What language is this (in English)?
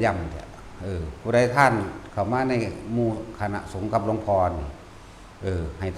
Northeastern Thai